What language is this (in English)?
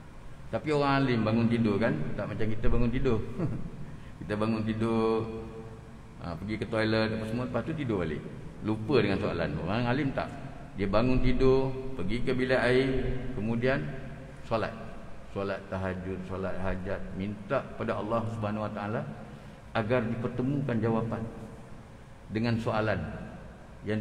Malay